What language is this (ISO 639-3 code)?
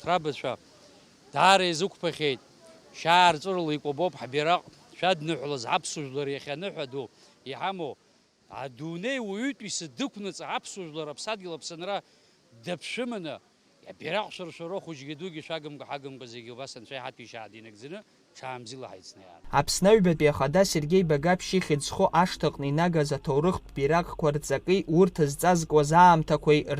abk